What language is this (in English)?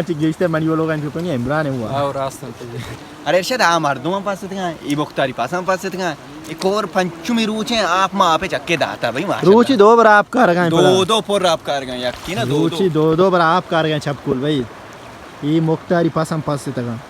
Baluchi